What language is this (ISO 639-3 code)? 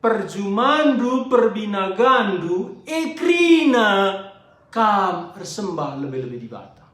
btx